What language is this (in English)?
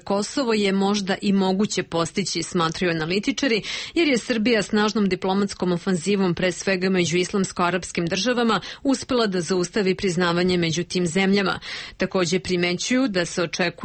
Serbian